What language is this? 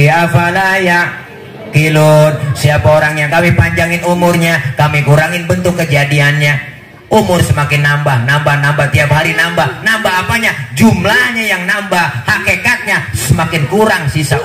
Betawi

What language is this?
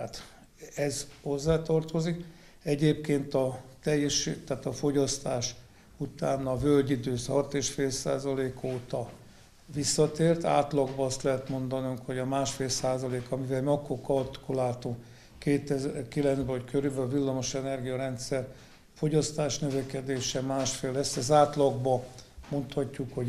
Hungarian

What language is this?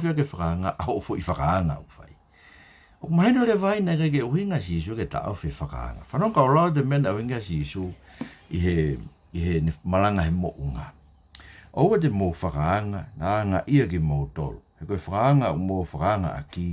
Tongan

